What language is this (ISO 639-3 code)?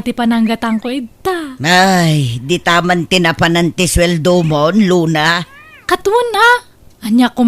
ilo